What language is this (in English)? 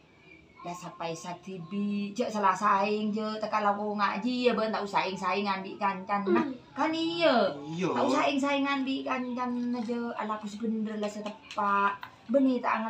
Madurese